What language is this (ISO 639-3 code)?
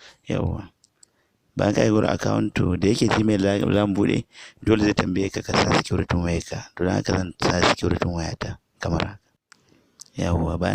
hau